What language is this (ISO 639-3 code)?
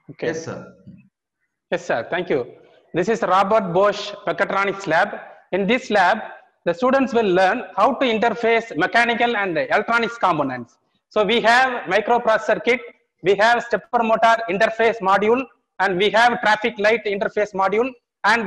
eng